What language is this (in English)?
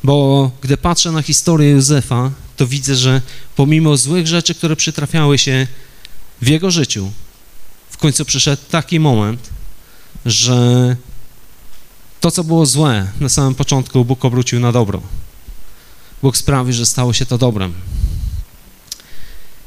Polish